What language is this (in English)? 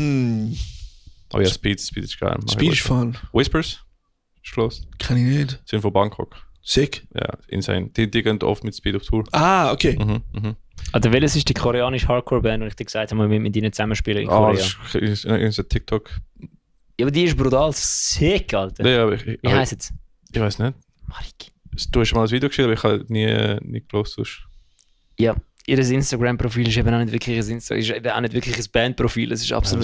Swiss German